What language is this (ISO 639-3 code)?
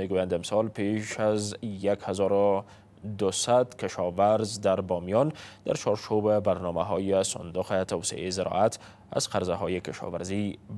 fas